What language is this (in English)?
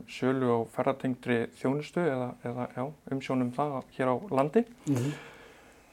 Icelandic